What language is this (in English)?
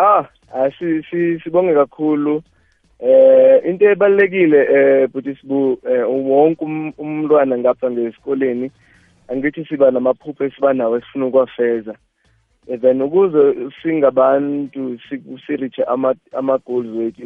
South Ndebele